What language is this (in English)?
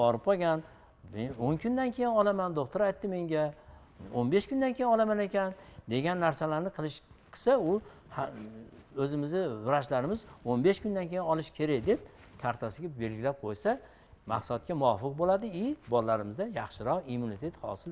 Uzbek